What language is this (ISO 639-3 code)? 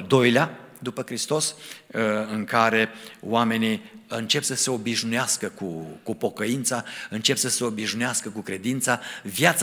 ron